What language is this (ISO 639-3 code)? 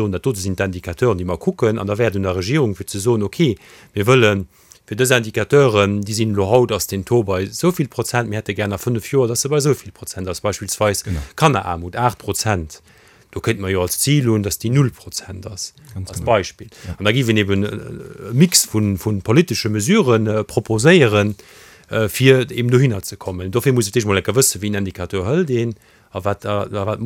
ltz